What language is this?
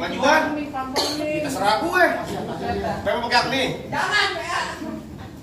Betawi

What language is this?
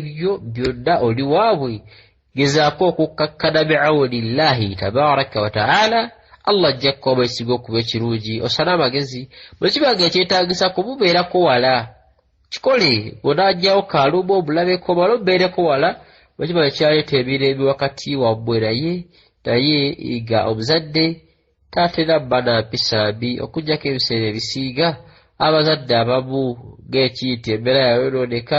Ganda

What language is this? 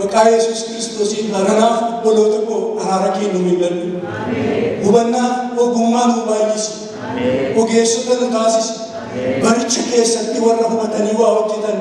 Oromo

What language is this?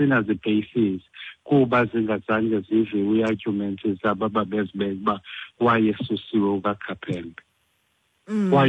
Xhosa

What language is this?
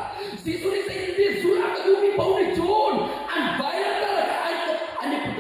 Hakha Chin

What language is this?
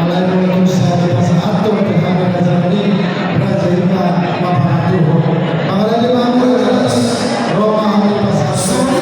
Batak Toba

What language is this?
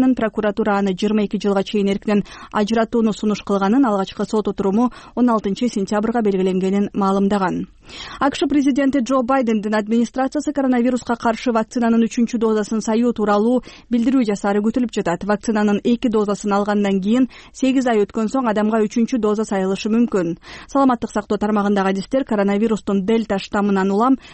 Kyrgyz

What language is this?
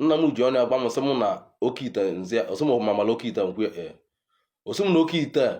Igbo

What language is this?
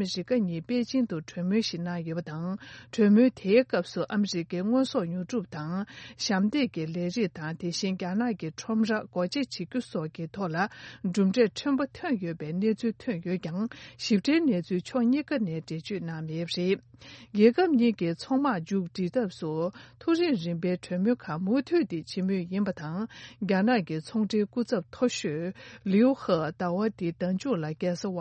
Tibetan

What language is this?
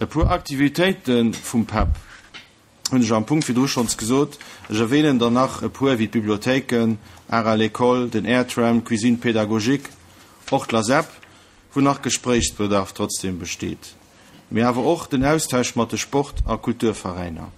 Luxembourgish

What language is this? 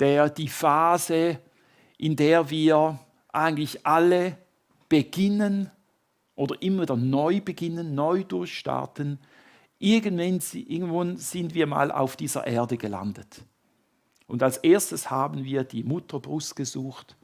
Swiss German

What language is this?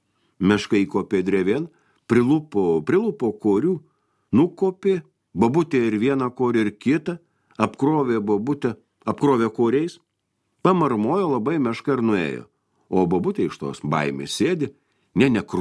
Lithuanian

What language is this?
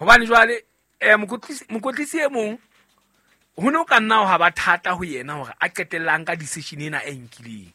Southern Sotho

